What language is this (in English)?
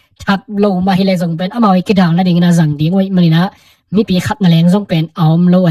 Tedim Chin